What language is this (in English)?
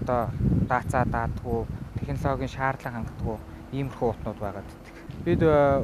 Mongolian